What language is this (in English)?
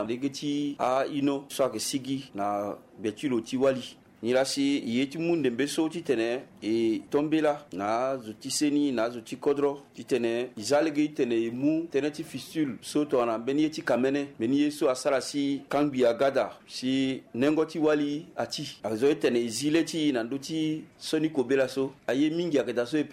Sango